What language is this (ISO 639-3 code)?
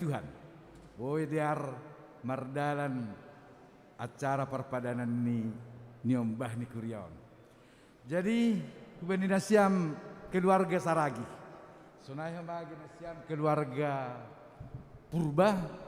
bts